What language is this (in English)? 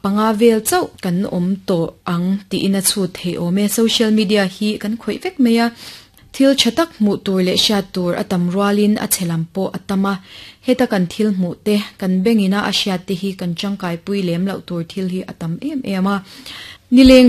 Mizo